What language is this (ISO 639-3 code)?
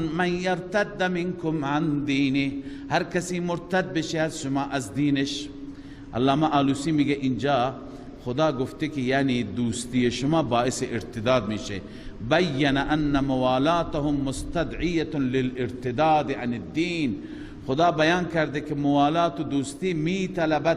fas